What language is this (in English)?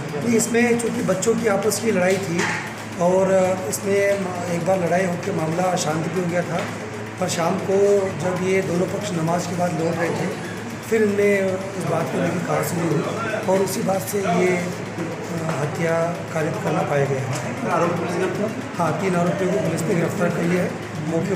Hindi